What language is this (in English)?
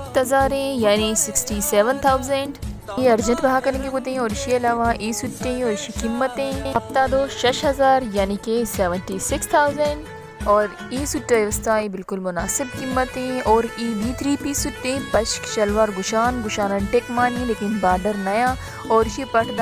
Baluchi